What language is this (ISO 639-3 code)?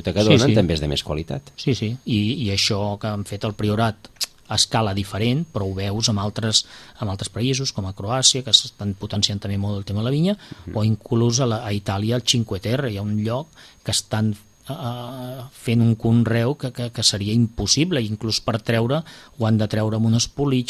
cat